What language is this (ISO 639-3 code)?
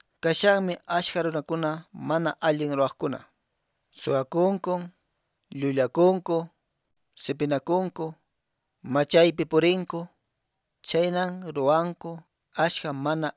que